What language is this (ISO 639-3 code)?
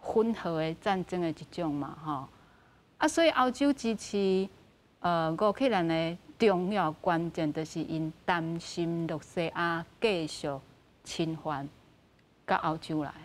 nan